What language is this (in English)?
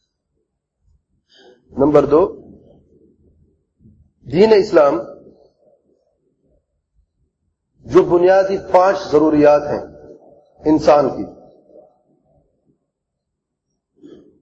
Urdu